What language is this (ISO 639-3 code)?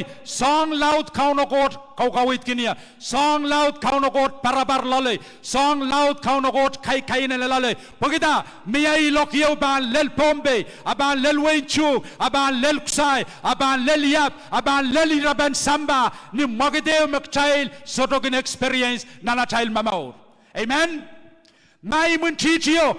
pon